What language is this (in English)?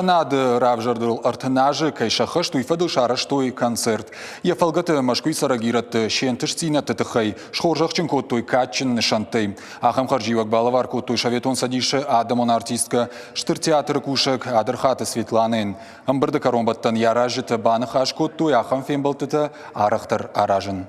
Ossetic